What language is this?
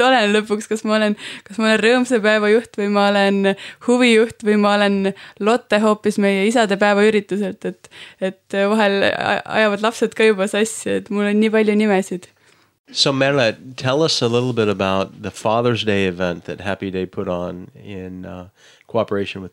Estonian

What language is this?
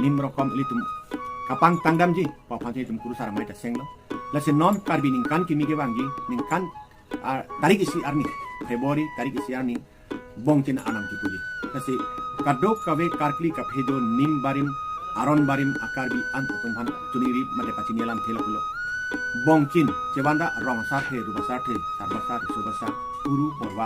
Karbi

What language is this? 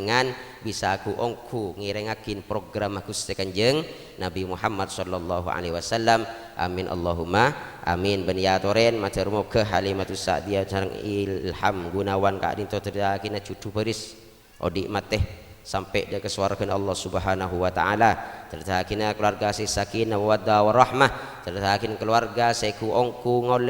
Madurese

